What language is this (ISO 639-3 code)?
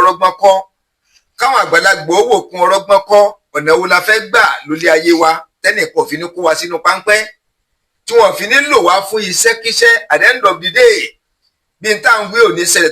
yor